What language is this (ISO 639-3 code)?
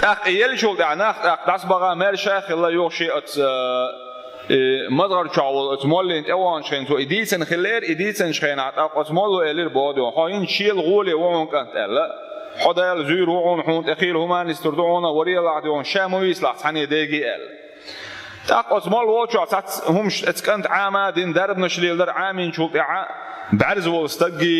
che